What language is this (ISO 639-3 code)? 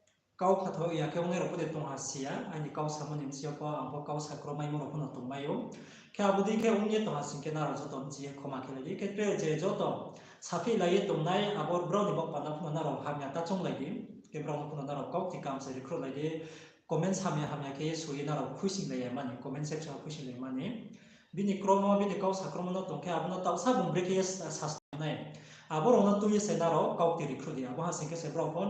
ria